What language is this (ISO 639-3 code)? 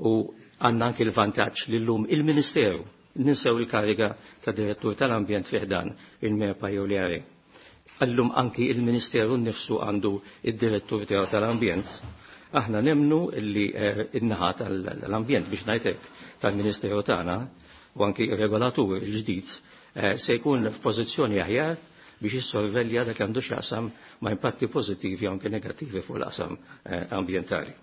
mlt